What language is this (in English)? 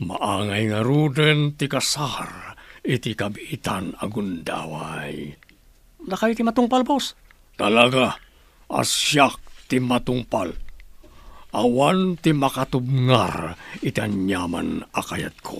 Iloko